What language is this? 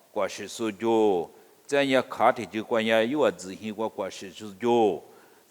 Lisu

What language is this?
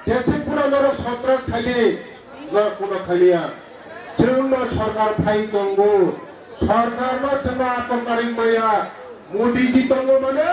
Kok Borok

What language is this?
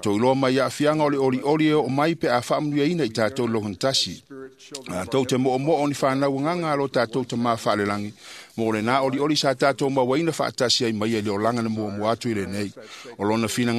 Samoan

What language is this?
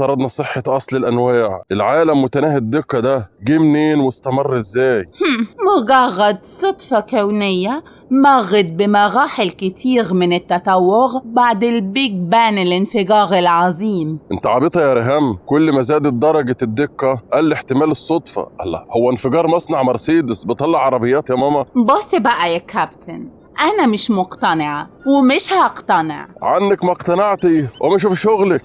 Egyptian Arabic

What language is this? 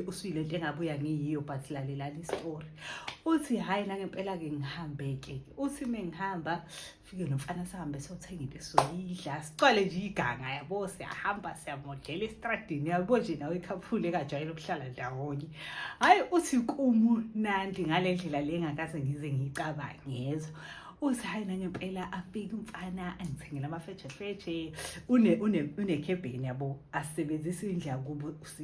Zulu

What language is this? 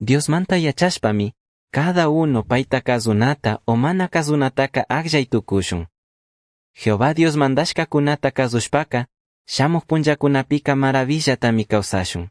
Chimborazo Highland Quichua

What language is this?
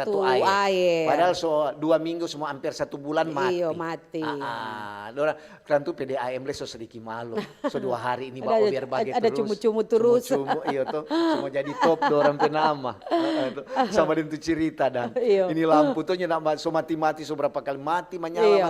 Manado Malay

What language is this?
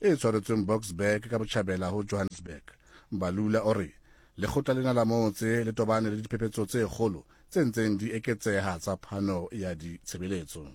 Southern Sotho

